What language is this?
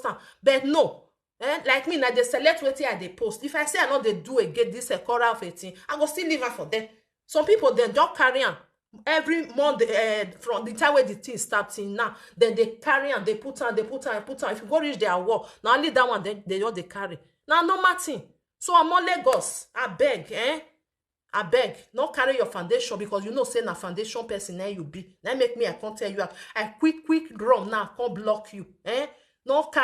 Nigerian Pidgin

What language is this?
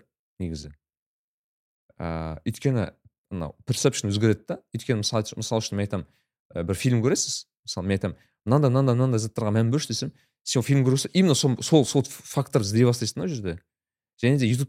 Kazakh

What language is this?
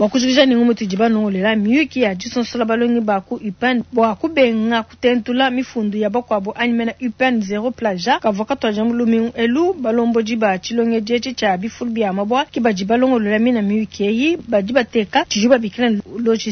Luba-Lulua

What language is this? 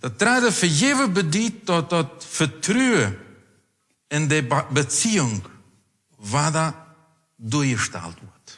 Plautdietsch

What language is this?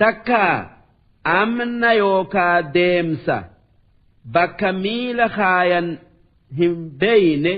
Oromo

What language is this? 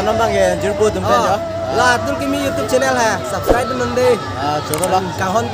Karbi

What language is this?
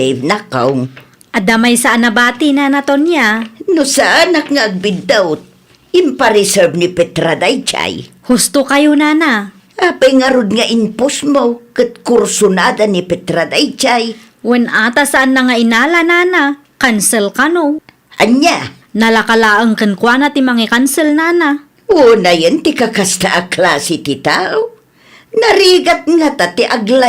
Iloko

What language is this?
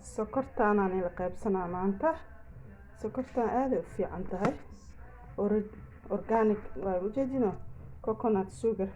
Somali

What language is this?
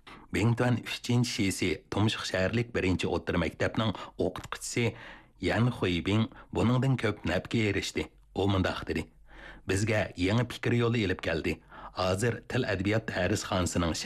Uyghur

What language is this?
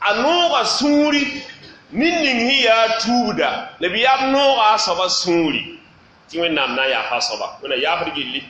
Mossi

